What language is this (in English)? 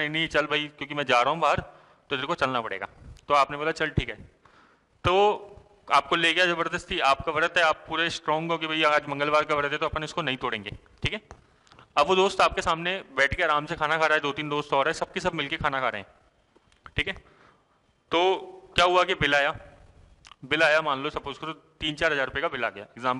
Hindi